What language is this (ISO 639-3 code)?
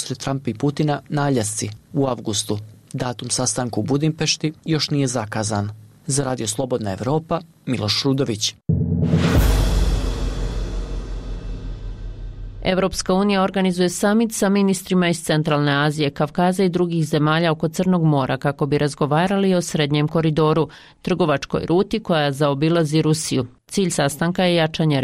bos